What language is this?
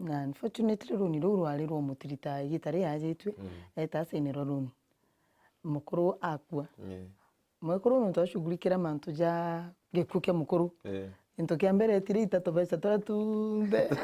Meru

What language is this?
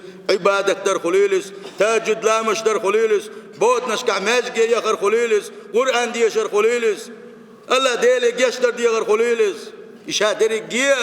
Chechen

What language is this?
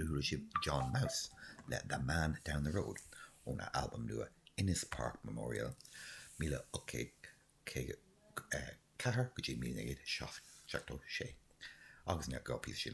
Irish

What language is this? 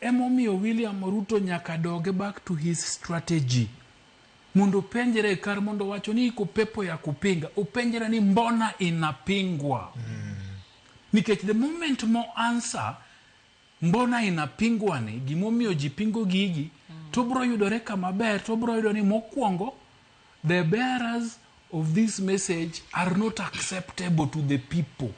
Luo (Kenya and Tanzania)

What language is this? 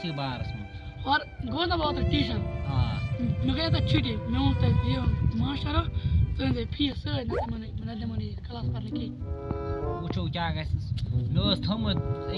Kashmiri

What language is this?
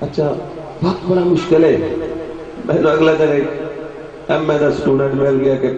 Saraiki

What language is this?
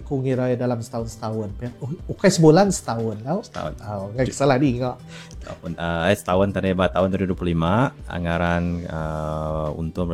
Iban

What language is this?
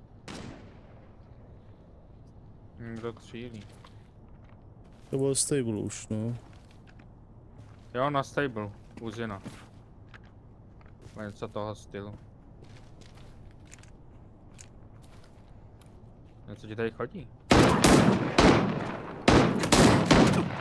Czech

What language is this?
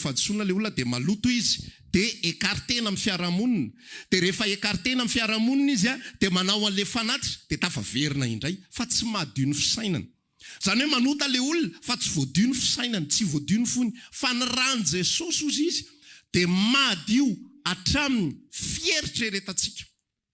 Malagasy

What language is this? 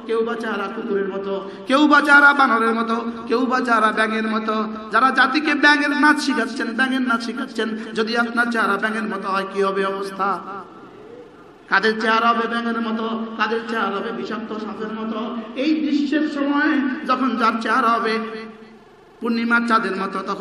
Bangla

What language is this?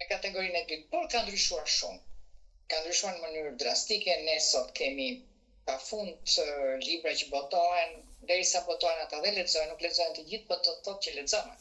Albanian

